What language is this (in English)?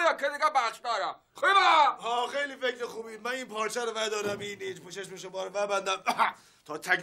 Persian